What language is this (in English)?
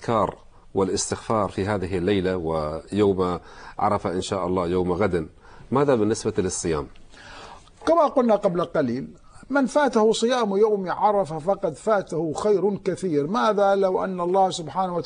Arabic